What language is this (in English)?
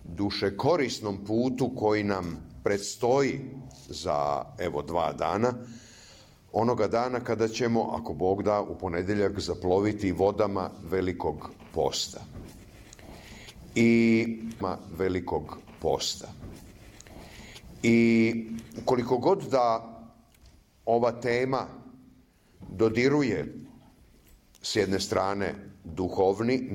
Serbian